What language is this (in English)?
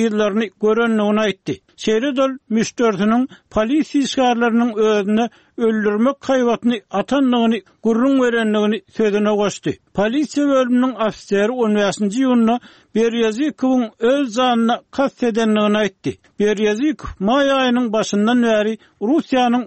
Turkmen